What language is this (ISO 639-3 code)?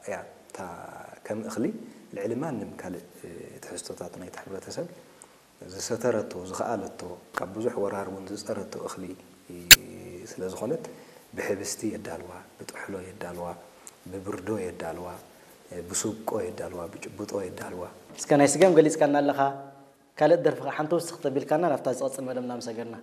tir